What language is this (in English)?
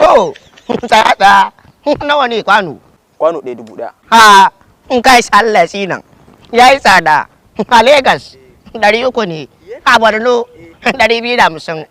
Hausa